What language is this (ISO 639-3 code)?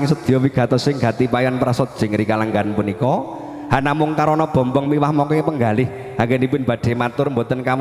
jav